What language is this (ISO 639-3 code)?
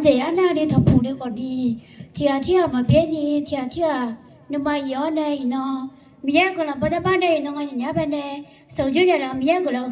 ahk